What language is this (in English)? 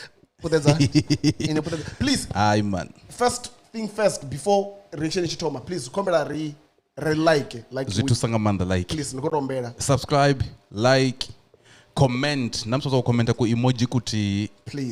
Venda